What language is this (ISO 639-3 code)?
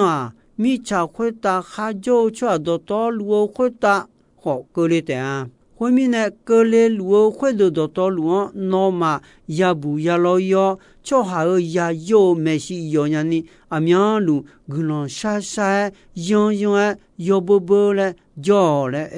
ahk